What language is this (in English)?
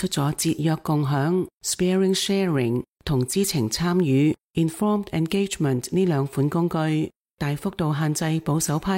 Cantonese